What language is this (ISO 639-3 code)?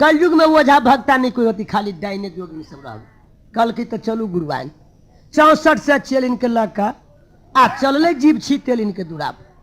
mai